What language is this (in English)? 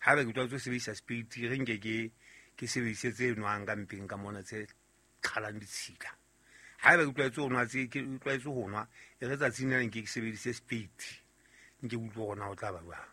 Southern Sotho